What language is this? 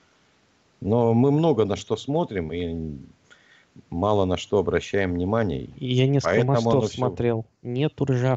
Russian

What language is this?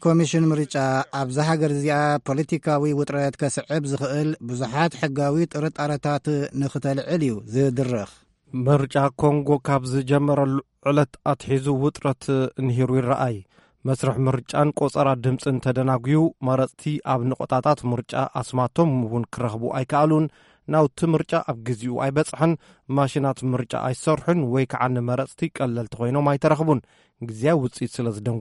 Tigrinya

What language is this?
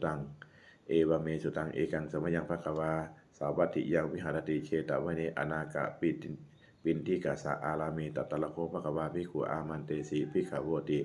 Pali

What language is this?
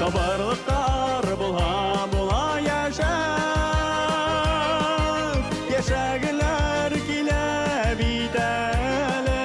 Bashkir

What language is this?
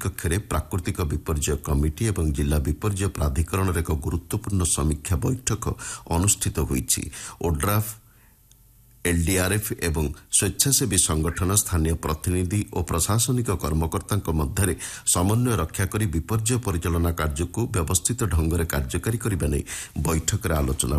Odia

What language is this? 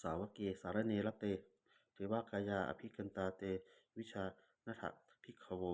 Pali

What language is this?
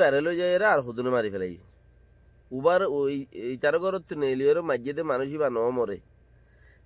Rohingya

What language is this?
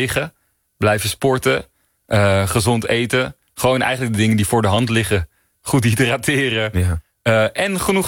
Dutch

